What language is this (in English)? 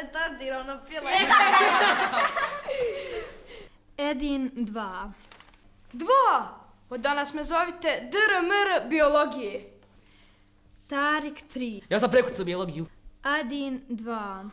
Bosnian